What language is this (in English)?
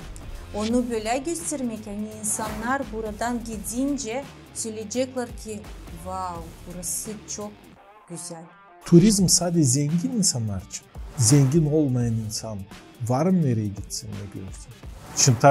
Gagauz